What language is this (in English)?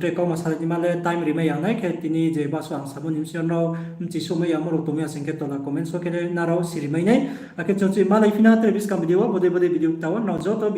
Riang (India)